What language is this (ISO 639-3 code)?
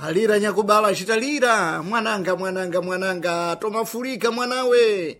seh